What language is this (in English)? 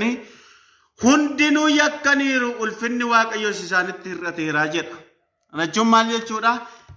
Oromo